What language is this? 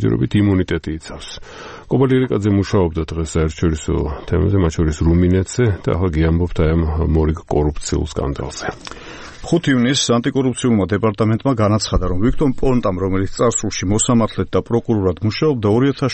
Georgian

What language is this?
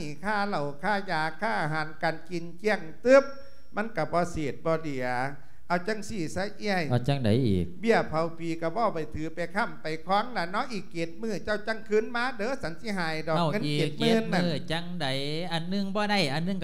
Lao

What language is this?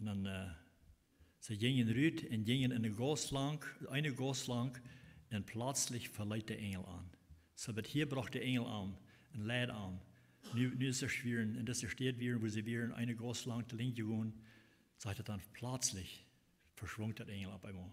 Plautdietsch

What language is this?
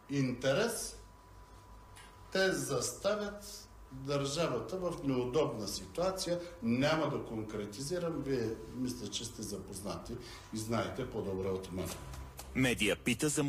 Bulgarian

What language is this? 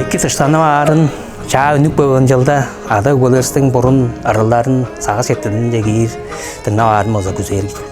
Tuvinian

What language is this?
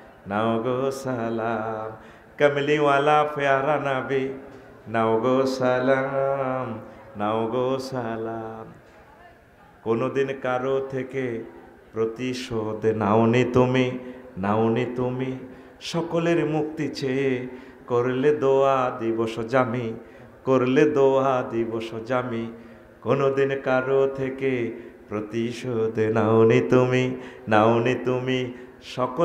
Bangla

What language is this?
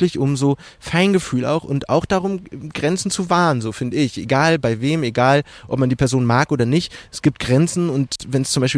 German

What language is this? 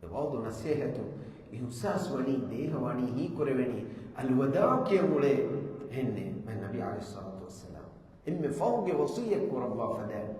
Divehi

